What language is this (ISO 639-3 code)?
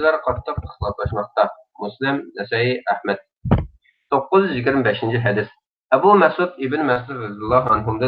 uig